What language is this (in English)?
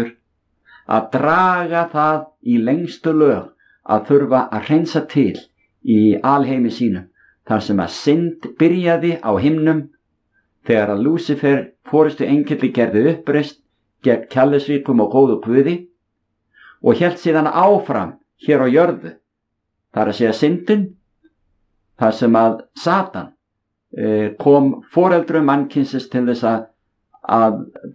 Icelandic